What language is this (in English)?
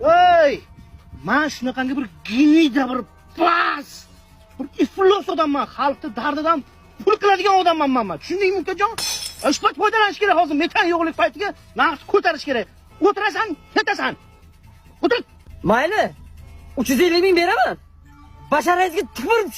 Uzbek